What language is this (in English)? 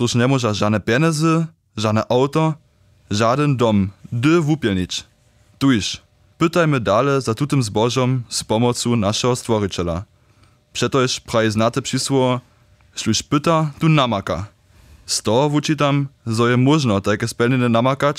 Upper Sorbian